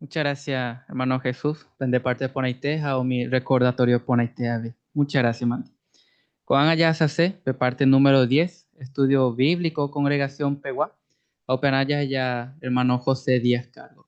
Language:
Guarani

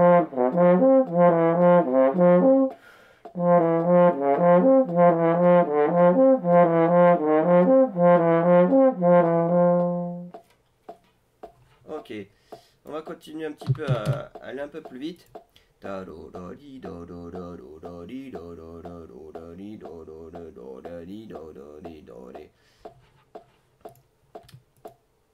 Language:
French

